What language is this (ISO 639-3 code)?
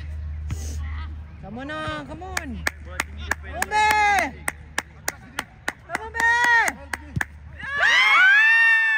msa